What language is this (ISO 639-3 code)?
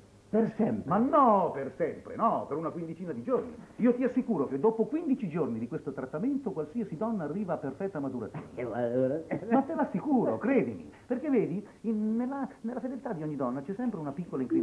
ita